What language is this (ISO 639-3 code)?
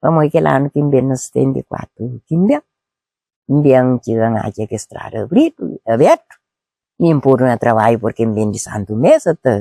kea